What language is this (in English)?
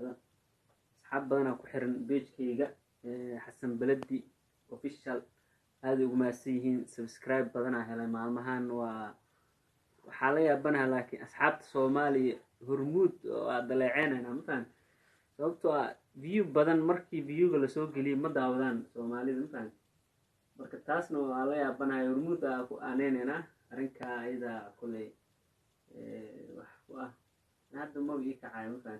Somali